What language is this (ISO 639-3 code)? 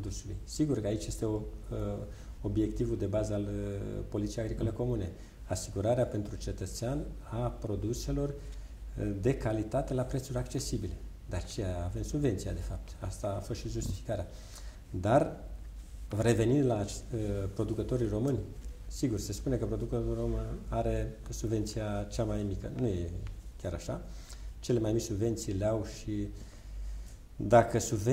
ron